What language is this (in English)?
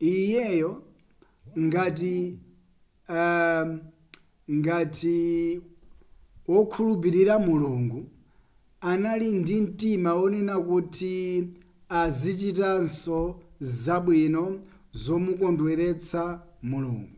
Nyanja